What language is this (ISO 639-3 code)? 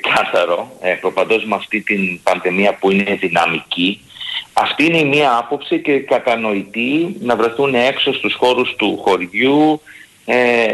ell